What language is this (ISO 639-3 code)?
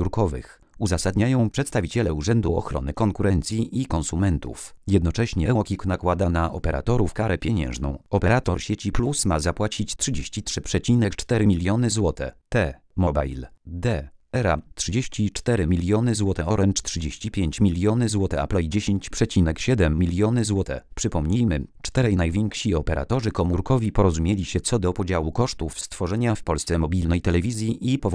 pol